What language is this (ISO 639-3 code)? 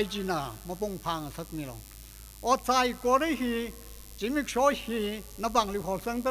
nmf